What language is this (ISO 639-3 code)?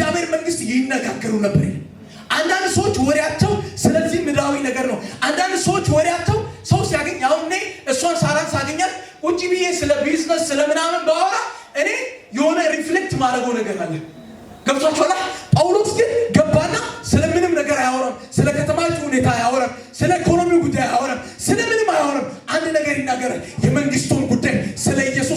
amh